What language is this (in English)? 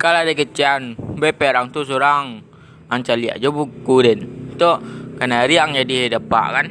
Minangkabau